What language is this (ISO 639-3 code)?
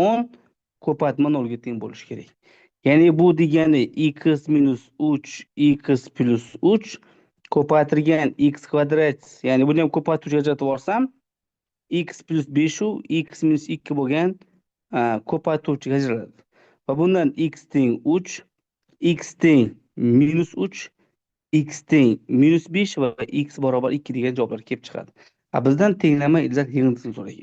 uzb